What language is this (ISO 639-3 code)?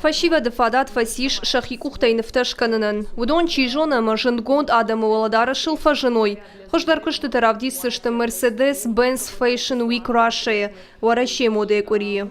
oss